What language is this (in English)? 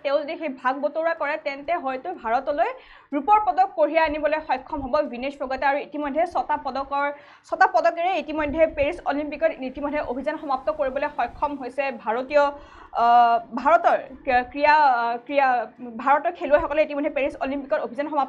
Assamese